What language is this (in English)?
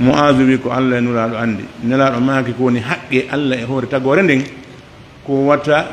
Pular